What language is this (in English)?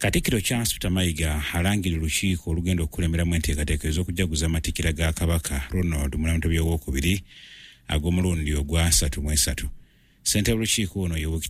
Ganda